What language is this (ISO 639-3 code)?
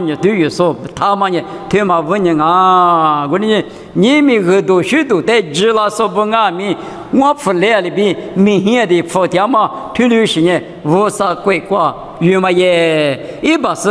lis